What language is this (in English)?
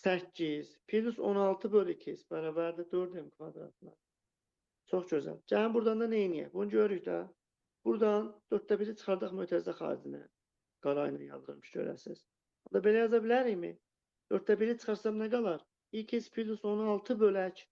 Azerbaijani